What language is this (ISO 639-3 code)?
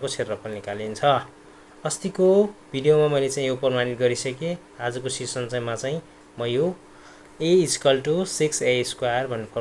nep